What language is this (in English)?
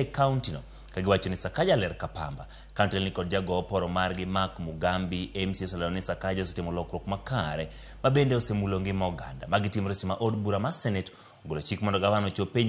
Luo (Kenya and Tanzania)